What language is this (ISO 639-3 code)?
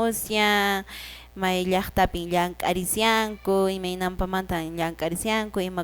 que